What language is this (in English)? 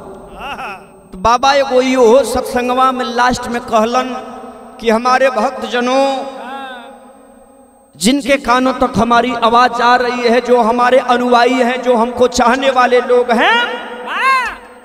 Bhojpuri